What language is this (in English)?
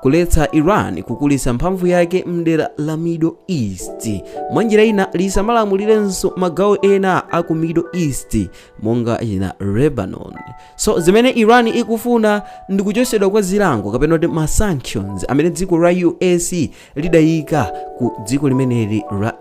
Nyanja